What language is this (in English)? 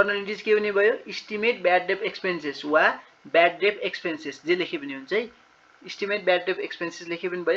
Nepali